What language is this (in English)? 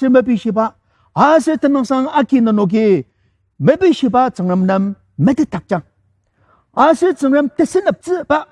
Ao Naga